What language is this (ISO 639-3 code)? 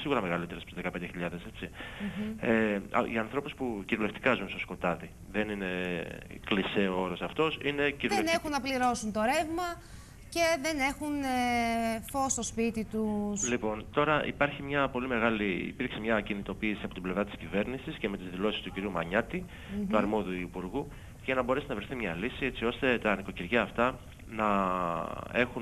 ell